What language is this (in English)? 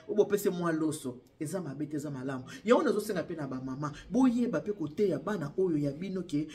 Lingala